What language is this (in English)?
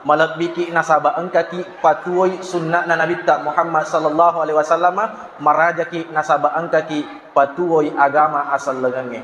Buginese